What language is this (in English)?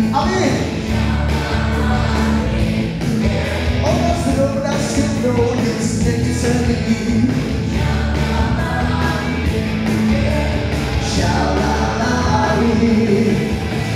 Czech